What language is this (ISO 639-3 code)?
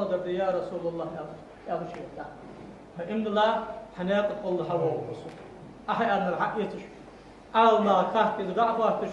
inh